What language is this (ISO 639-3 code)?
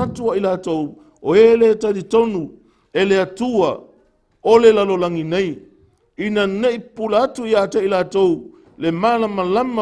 smo